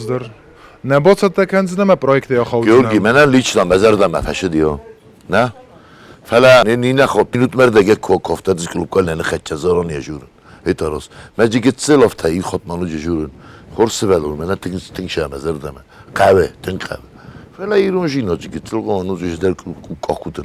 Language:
Ossetic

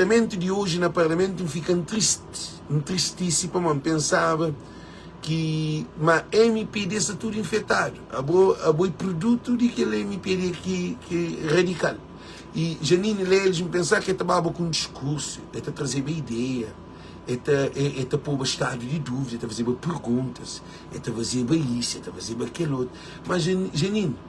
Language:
Kabuverdianu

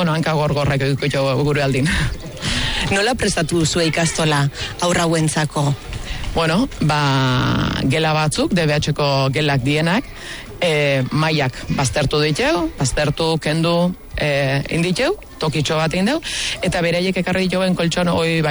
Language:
Basque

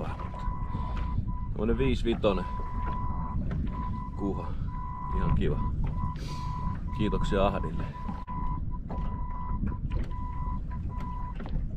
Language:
Finnish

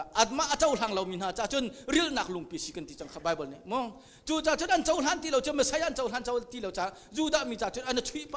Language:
Hakha Chin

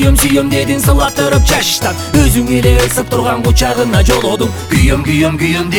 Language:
Kyrgyz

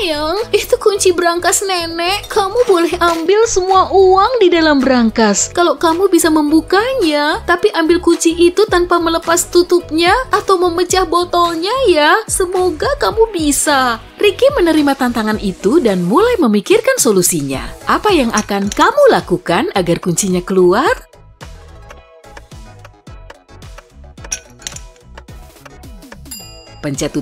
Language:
Indonesian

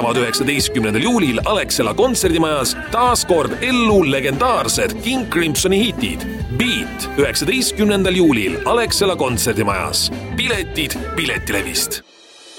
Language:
Estonian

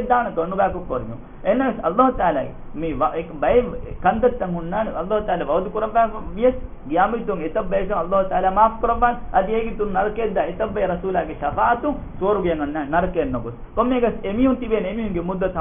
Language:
Divehi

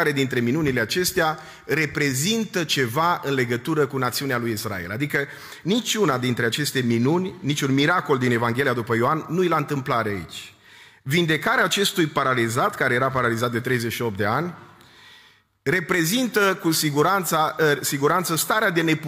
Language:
Romanian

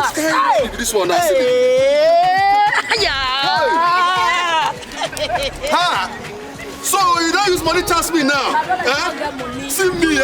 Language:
Nigerian Pidgin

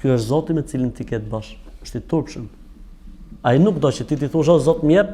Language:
Albanian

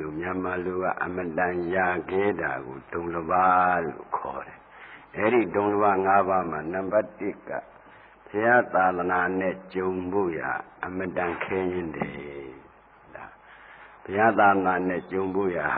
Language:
Burmese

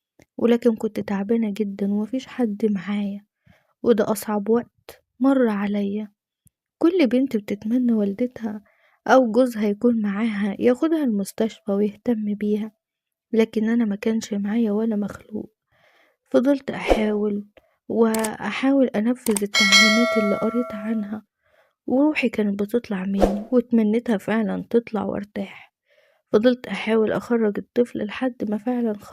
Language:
Egyptian Arabic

